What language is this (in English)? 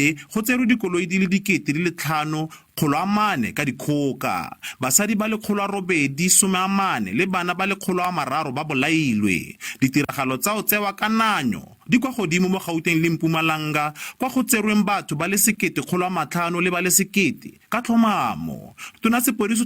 Tswana